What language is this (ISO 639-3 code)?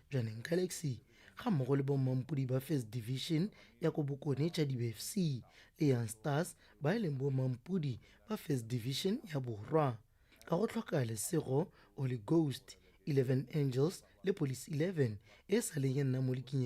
tsn